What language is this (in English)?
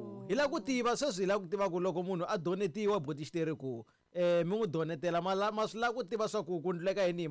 Tsonga